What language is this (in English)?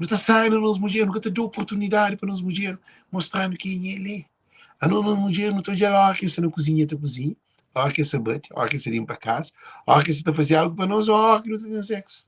Kabuverdianu